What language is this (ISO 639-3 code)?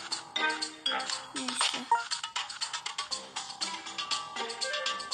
tur